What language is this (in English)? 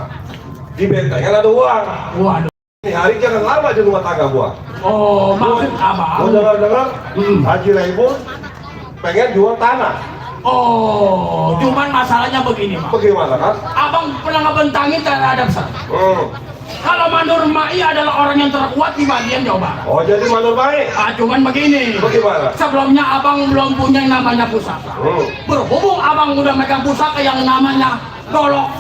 Betawi